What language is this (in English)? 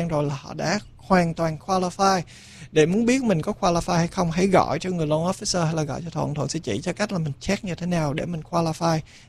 Vietnamese